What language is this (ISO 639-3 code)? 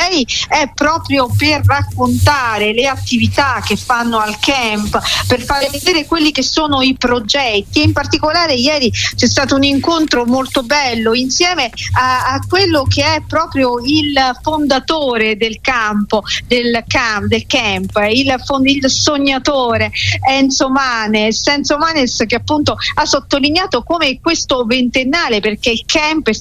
ita